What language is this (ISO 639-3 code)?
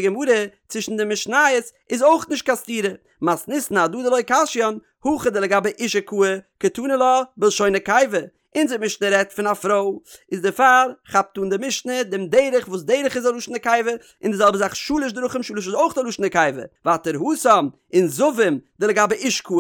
yid